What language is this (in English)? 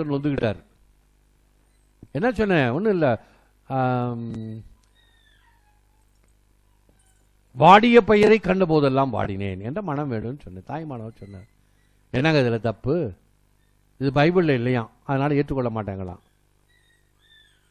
Tamil